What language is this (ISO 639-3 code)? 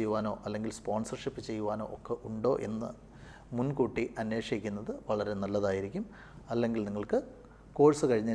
mal